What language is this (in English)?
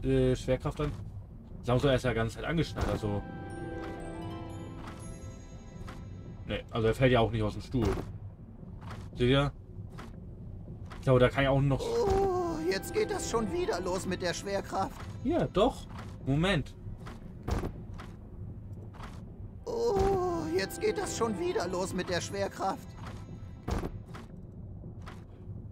German